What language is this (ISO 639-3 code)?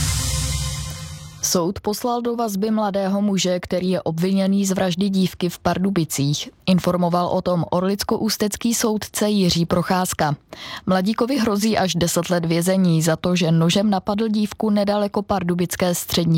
ces